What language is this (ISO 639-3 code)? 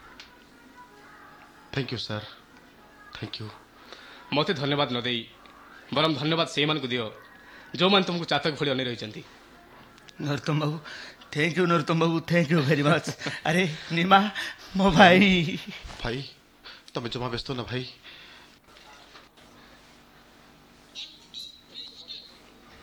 ori